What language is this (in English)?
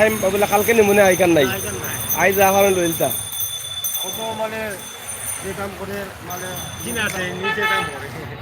Sylheti